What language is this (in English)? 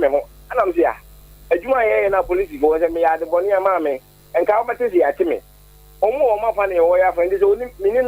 Akan